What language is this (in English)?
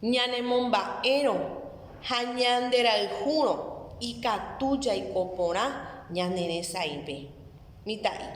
Guarani